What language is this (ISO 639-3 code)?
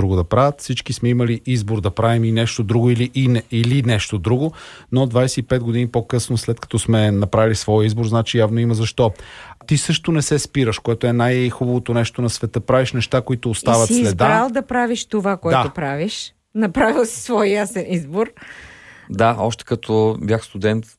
bul